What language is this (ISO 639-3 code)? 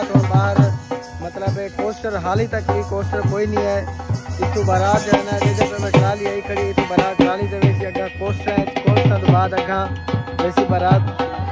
skr